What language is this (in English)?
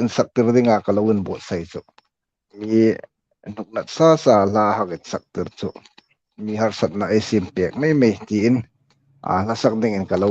Hmar